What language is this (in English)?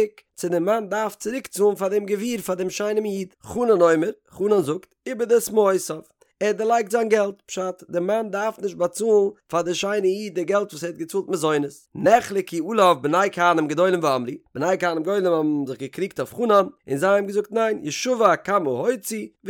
Yiddish